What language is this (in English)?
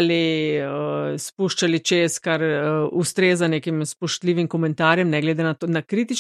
Slovenian